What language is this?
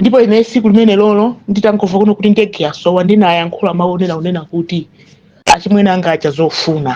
Nyanja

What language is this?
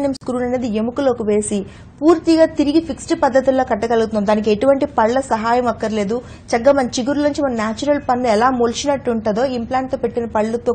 Telugu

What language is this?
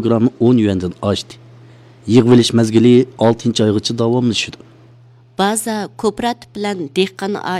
Uyghur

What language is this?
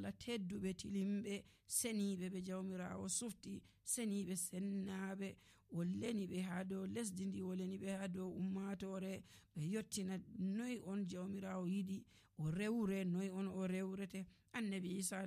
Nigerian Fulfulde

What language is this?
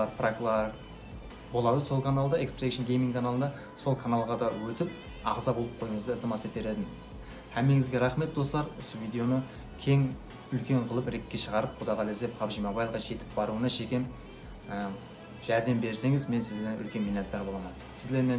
Kara-Kalpak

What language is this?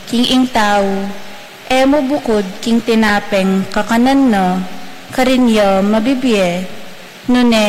Pampanga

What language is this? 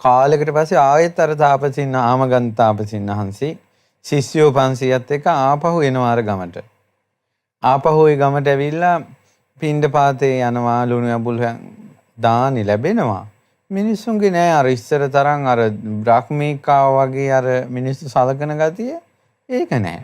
Sinhala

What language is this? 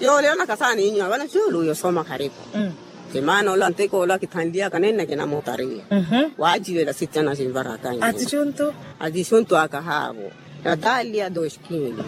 Makhuwa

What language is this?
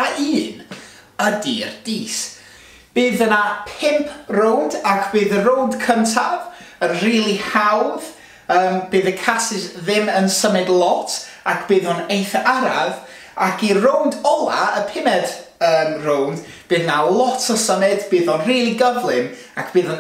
Welsh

